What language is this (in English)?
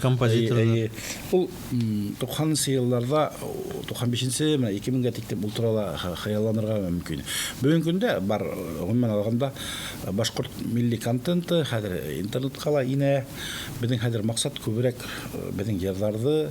Bashkir